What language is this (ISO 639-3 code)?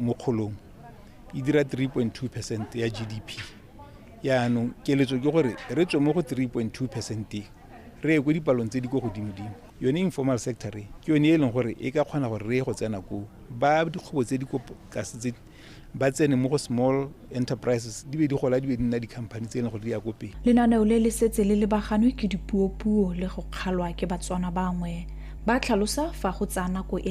tsn